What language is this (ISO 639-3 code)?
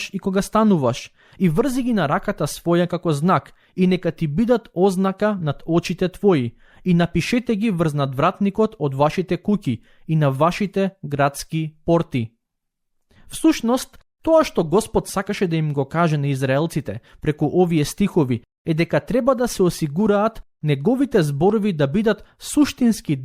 mkd